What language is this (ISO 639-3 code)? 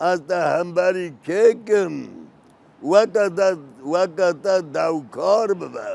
kur